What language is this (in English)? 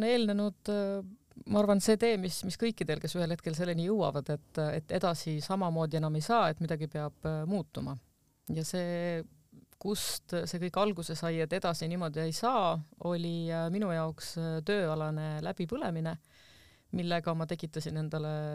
Estonian